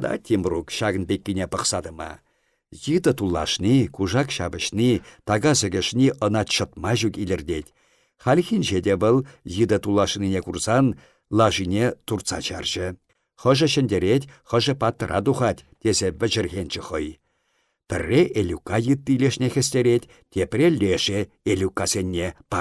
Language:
Chuvash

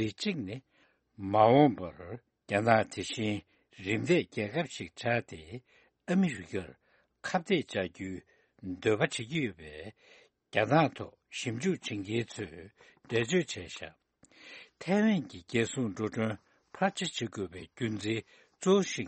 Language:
Tibetan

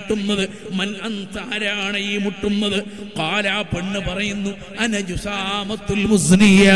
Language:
Malayalam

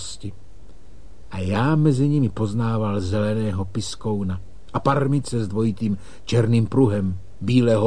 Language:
Czech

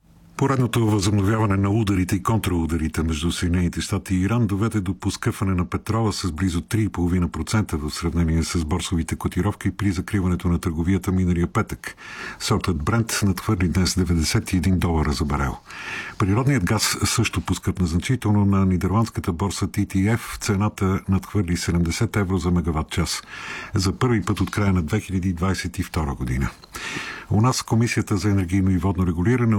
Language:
Bulgarian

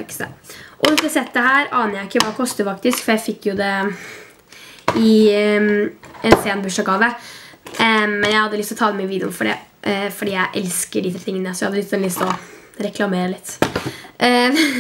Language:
Norwegian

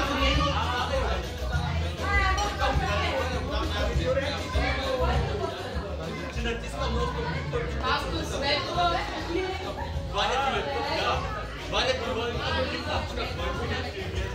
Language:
Bulgarian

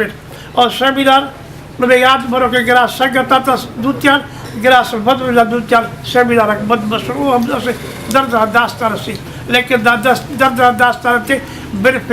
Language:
Brahui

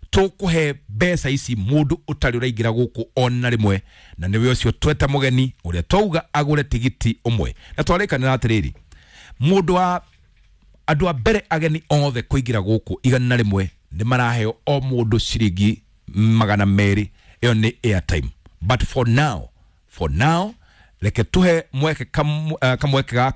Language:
Kikuyu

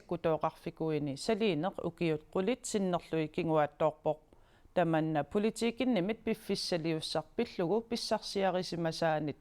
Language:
Kalaallisut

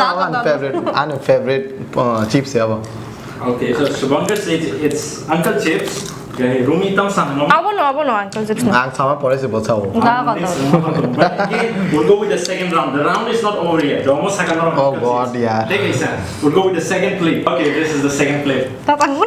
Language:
Kok Borok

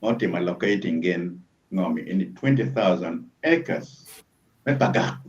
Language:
Acoli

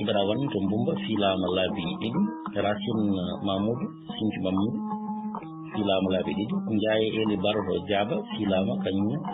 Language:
Fula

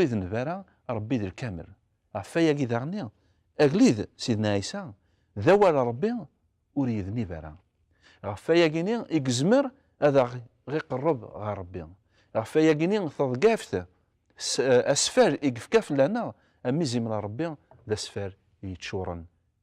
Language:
Kabyle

